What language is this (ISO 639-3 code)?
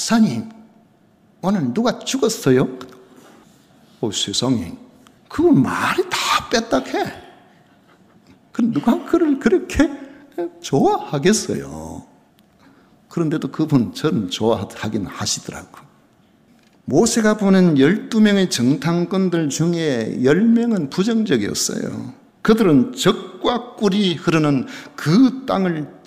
kor